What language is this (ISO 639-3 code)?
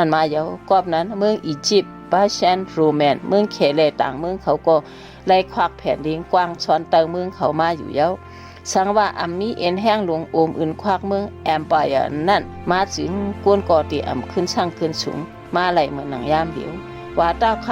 shn